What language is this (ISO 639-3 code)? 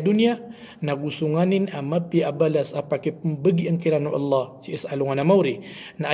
mrw